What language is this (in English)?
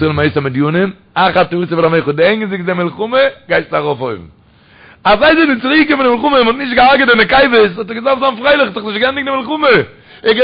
Yiddish